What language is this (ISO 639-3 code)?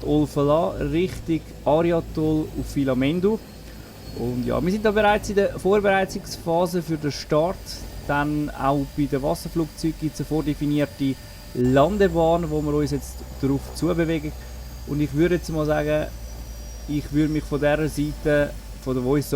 gsw